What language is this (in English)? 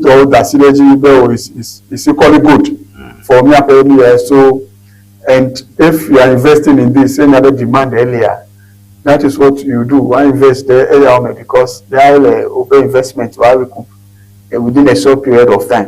Ewe